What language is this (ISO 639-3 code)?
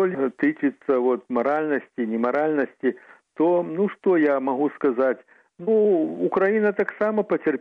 bel